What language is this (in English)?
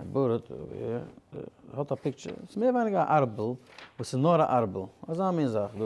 Yiddish